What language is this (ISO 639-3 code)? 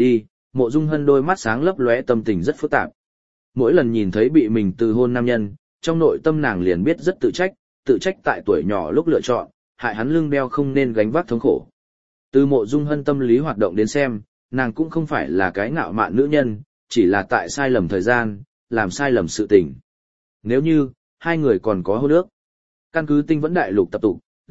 vie